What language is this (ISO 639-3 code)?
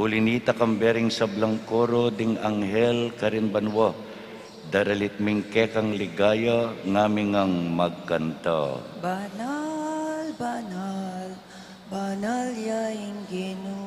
pam